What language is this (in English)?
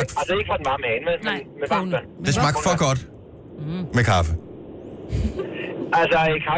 Danish